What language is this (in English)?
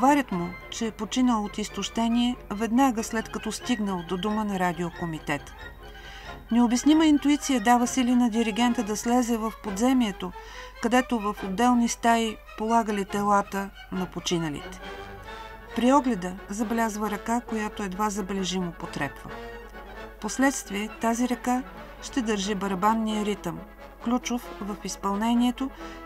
Bulgarian